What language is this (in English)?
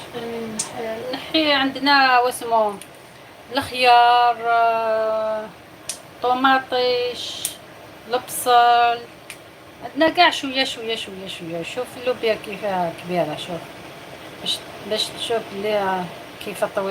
Algerian Arabic